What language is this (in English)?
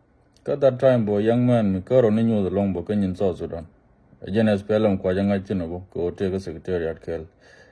Nuer